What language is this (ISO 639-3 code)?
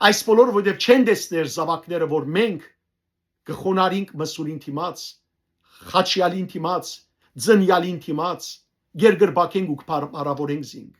hyw